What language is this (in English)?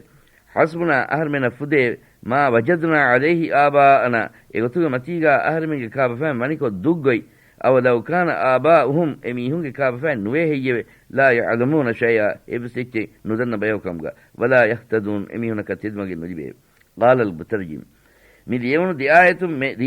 Divehi